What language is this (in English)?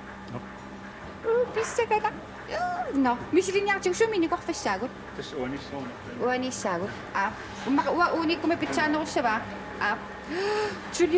Kalaallisut